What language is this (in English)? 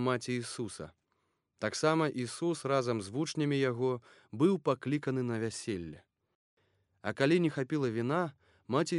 Belarusian